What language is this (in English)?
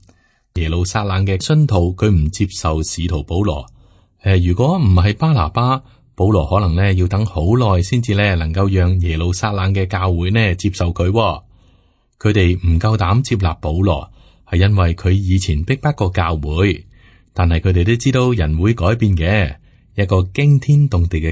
Cantonese